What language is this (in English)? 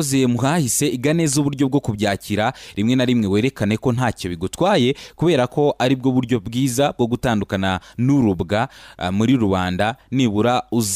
Kinyarwanda